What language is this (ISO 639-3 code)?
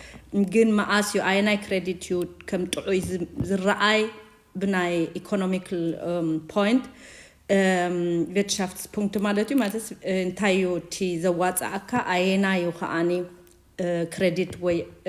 tir